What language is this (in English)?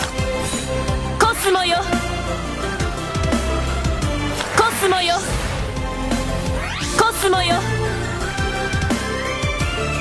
Japanese